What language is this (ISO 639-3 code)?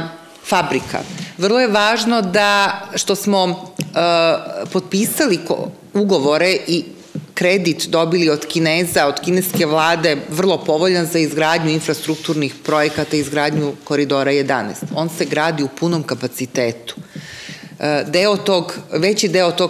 srp